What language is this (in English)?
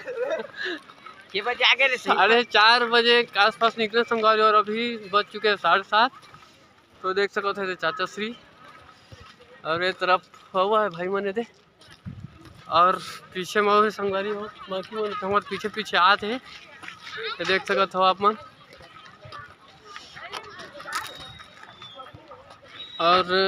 Chhattisgarhi